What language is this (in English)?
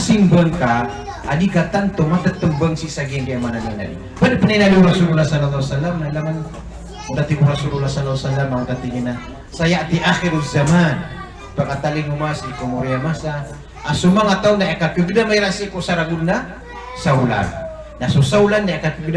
Maranao